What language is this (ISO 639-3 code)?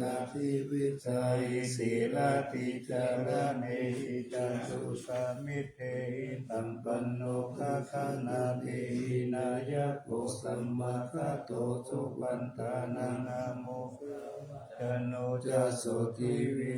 pli